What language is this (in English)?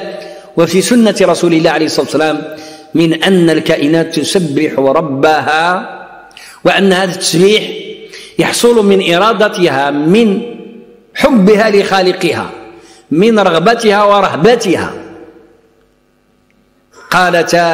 Arabic